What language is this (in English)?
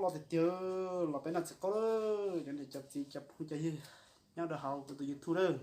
Hmong